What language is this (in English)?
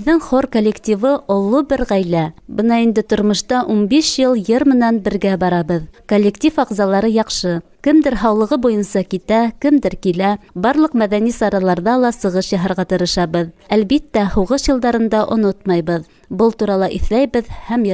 Bashkir